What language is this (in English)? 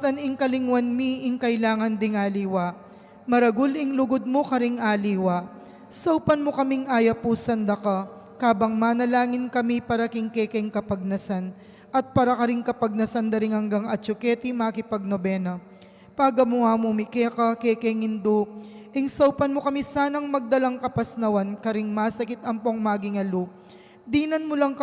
Pampanga